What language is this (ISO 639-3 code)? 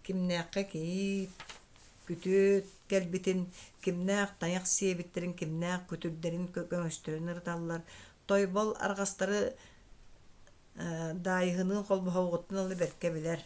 sah